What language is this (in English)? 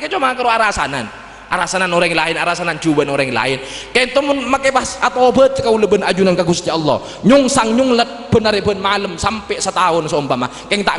Madurese